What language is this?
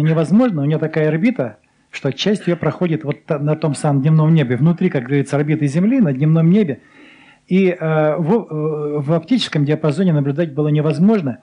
Russian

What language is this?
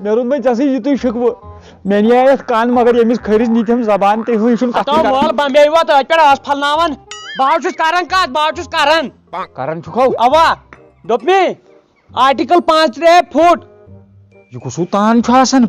Kashmiri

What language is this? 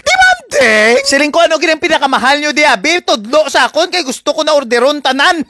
Hiligaynon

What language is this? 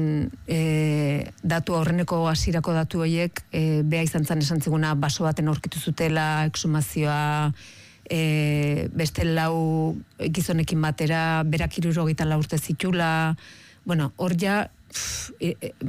Basque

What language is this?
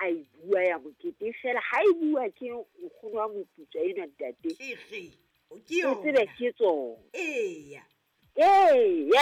Southern Sotho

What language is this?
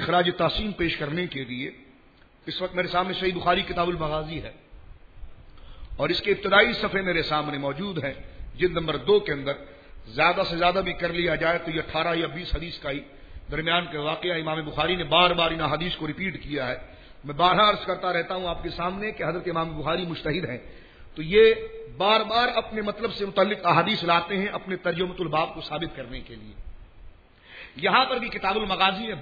Urdu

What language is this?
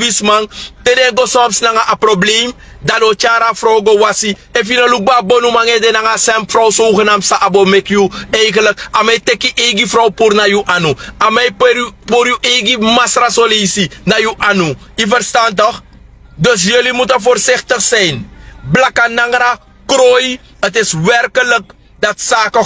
Sranan Tongo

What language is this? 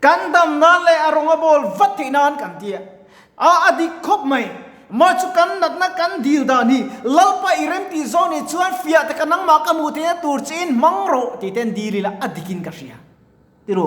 Mizo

